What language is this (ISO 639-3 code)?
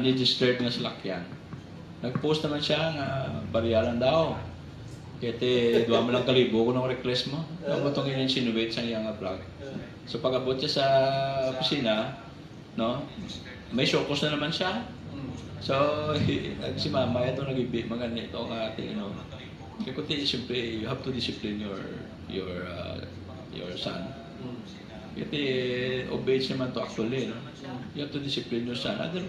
hil